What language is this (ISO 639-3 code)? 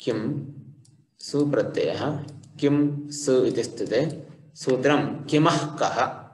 san